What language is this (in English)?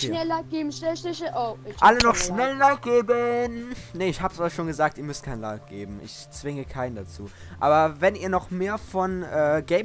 German